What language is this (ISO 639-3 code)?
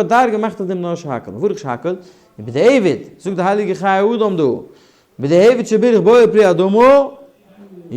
yid